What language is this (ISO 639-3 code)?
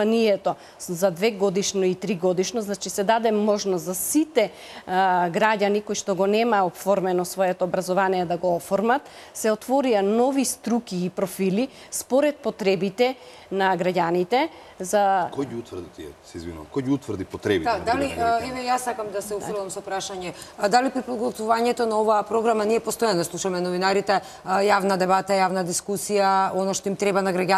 mkd